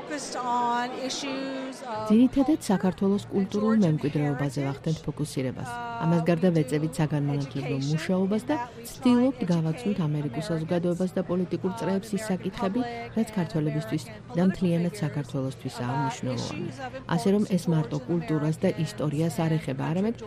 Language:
Georgian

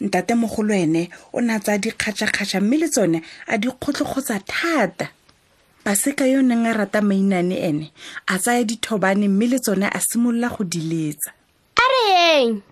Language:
Tswana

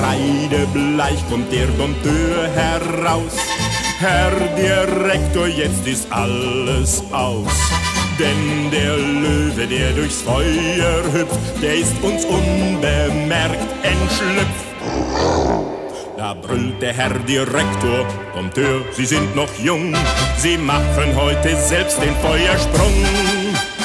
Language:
German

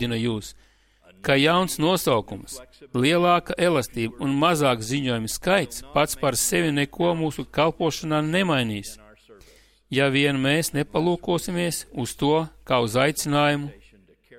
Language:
Latvian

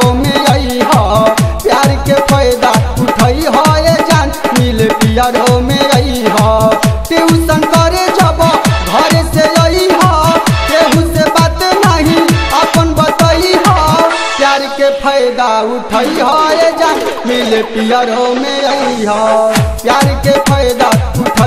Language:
Bhojpuri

